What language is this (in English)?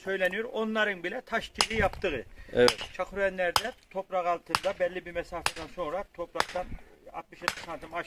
Turkish